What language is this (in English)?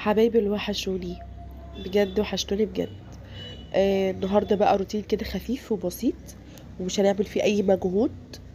Egyptian Arabic